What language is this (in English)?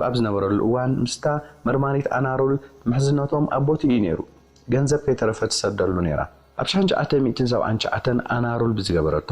Tigrinya